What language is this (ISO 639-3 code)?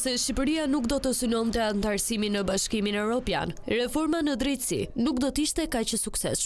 sqi